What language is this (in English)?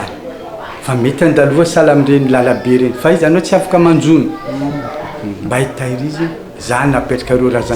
Malagasy